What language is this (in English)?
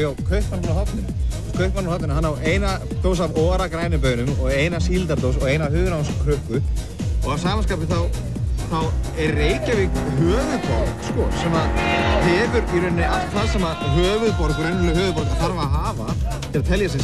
Icelandic